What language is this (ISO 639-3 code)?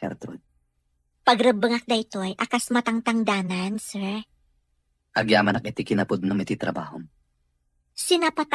ilo